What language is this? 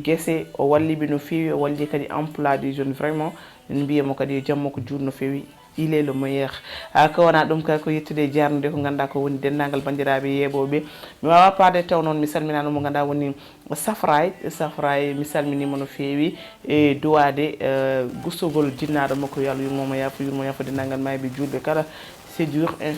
Fula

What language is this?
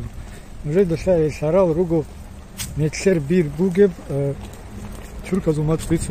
Avaric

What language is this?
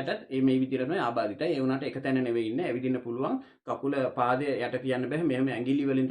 Sinhala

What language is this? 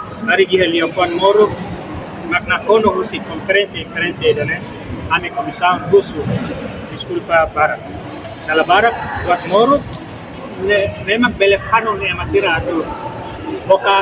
Tetum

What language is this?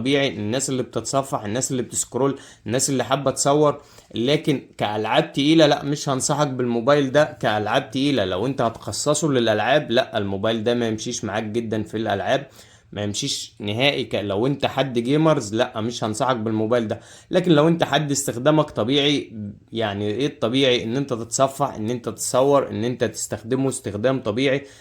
Egyptian Arabic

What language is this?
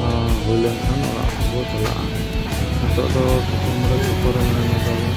Santali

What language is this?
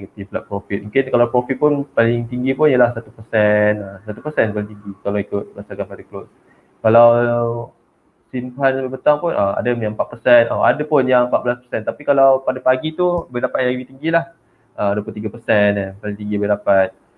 Malay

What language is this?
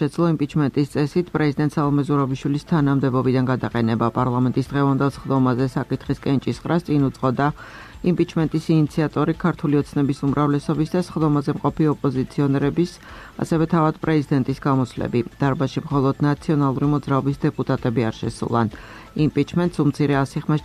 Georgian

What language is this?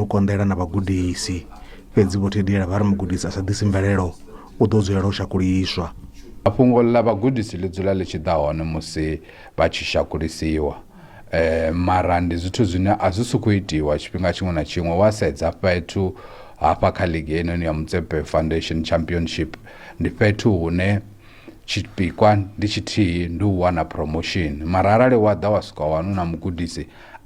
Venda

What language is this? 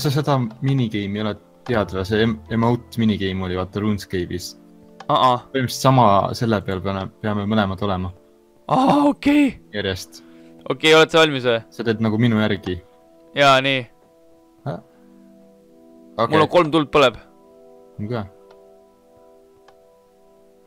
Estonian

